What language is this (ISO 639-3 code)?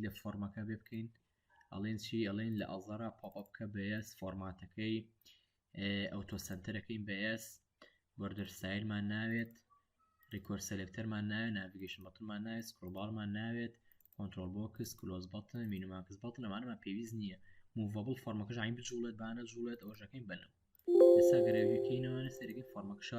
ckb